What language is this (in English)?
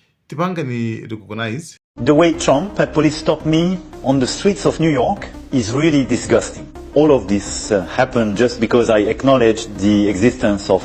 Nyanja